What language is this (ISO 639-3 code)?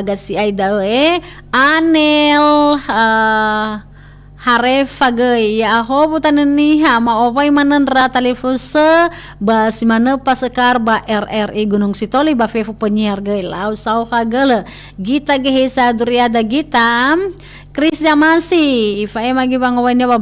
nia